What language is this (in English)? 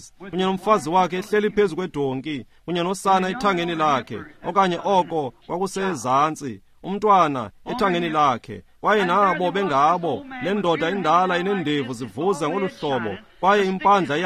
Xhosa